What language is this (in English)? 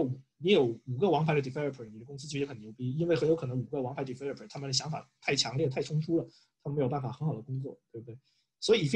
Chinese